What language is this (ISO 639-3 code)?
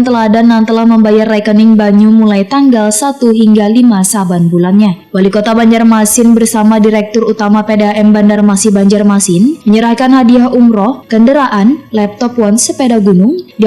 bjn